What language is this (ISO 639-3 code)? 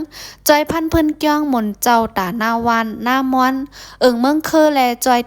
shn